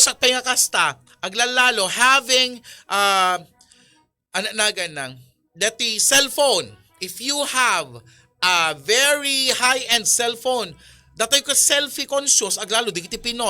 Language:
Iloko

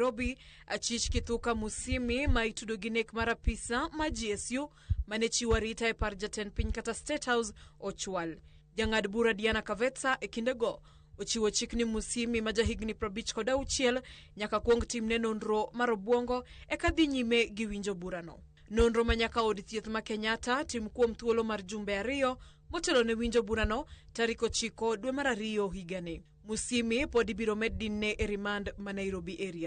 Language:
Luo (Kenya and Tanzania)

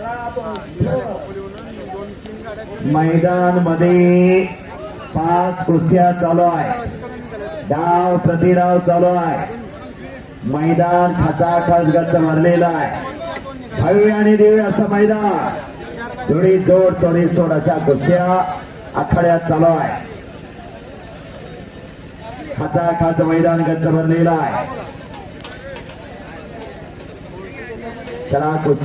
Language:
Marathi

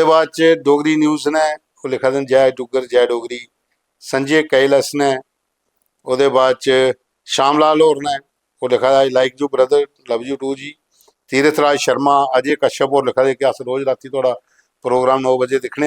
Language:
Dogri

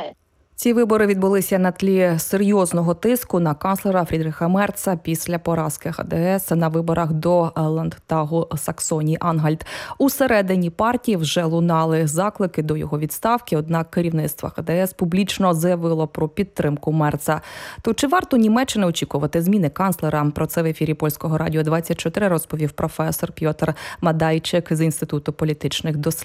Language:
Ukrainian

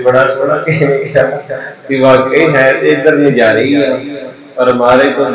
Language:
Punjabi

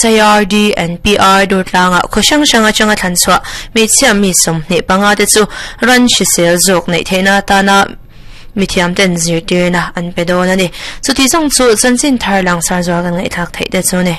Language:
Mizo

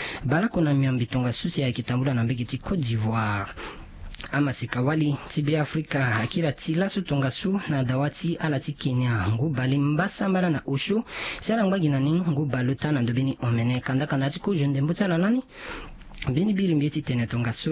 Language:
Sango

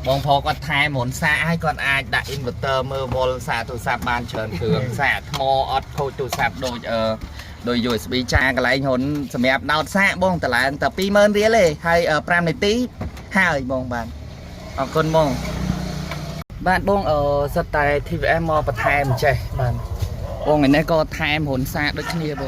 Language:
Khmer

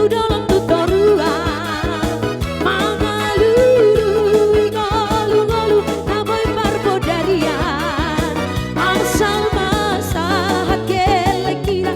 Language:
Batak Toba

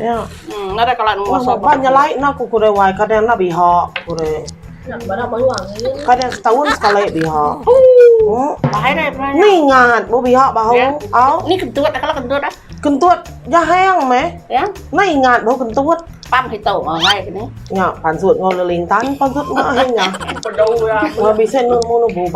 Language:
Iban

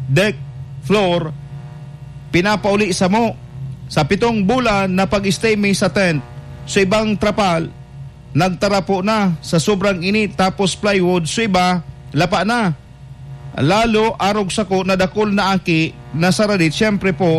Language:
Bikol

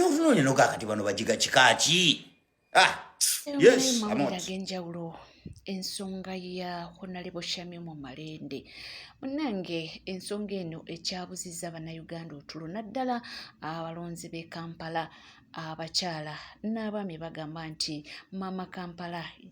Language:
Ganda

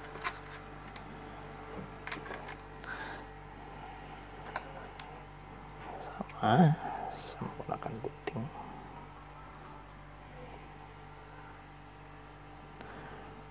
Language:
Indonesian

